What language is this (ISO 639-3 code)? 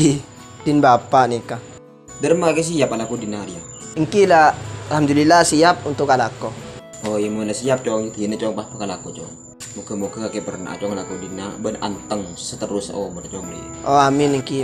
mad